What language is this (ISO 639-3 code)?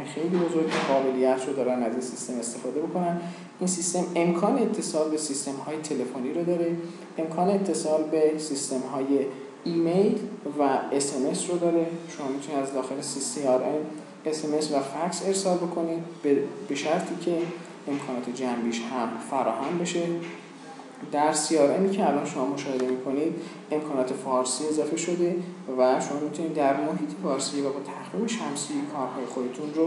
fas